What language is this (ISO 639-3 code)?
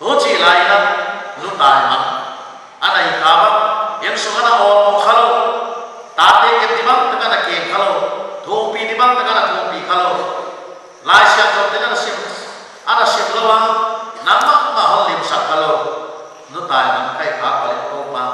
pck